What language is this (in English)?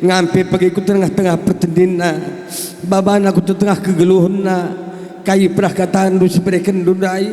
Batak Karo